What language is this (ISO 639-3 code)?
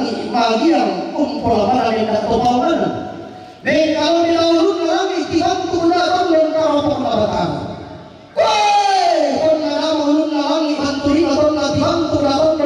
sda